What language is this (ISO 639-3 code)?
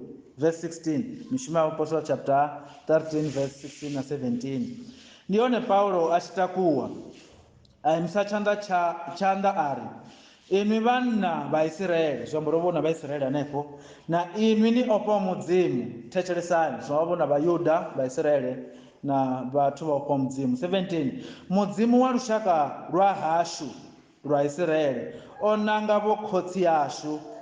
ven